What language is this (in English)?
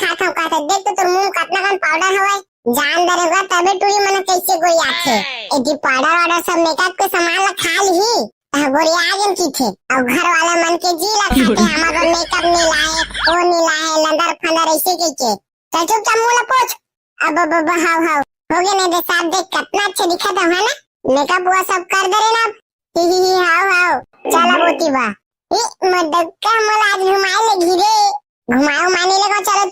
Chhattisgarhi